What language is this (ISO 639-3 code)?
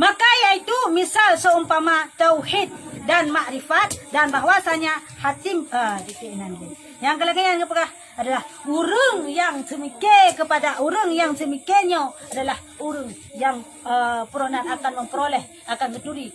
ace